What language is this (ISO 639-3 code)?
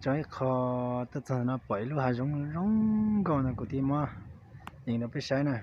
hmn